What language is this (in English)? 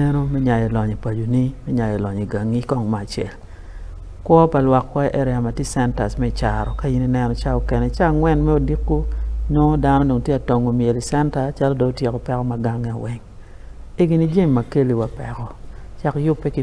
Acoli